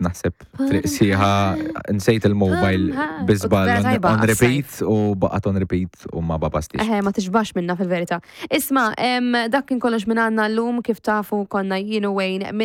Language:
Maltese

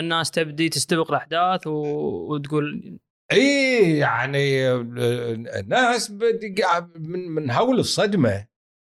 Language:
Gulf Arabic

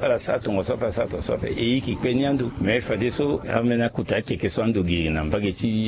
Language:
Sango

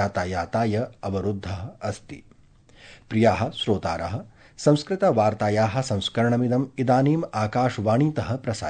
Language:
Sanskrit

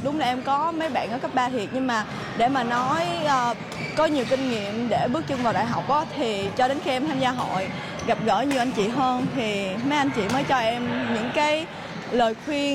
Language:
Vietnamese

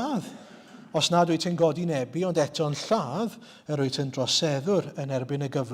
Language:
Welsh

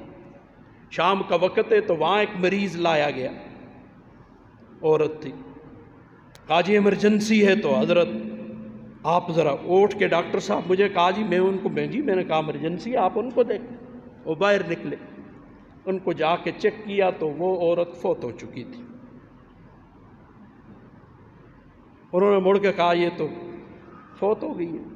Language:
Urdu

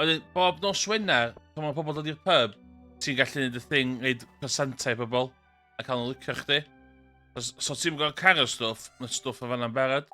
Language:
Welsh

